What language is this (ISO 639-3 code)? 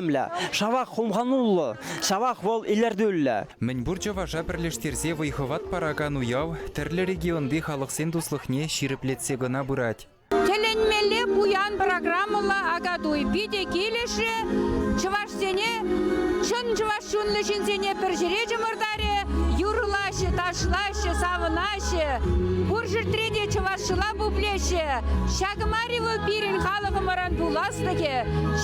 chv